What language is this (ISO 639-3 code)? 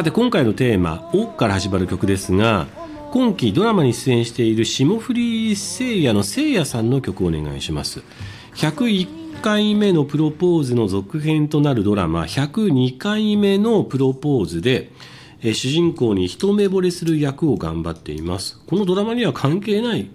jpn